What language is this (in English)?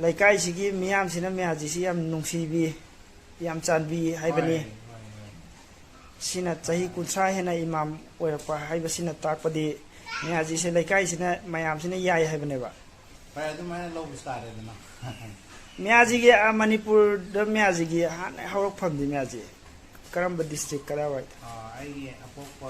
Manipuri